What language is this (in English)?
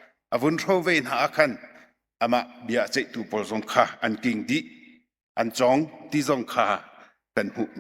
Hakha Chin